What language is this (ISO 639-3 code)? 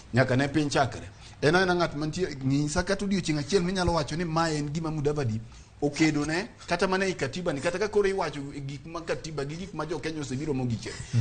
luo